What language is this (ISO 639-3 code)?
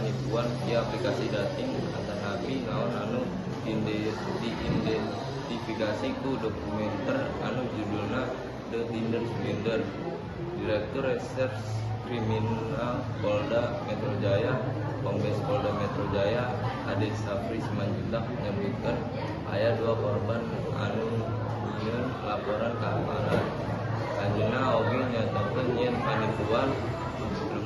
sun